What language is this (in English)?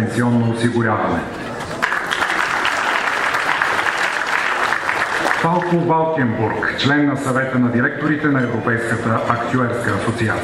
Bulgarian